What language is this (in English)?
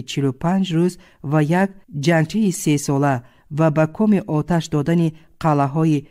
Tajik